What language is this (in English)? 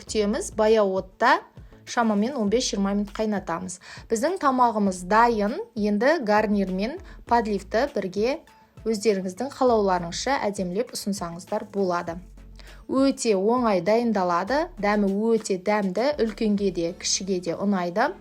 Kazakh